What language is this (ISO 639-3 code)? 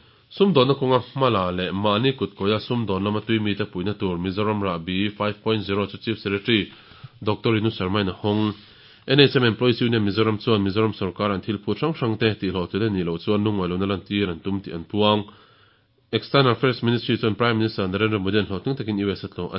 lus